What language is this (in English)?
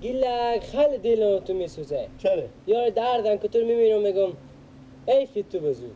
Persian